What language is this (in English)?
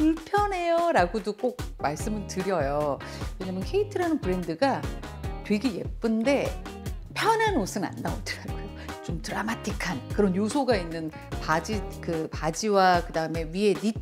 Korean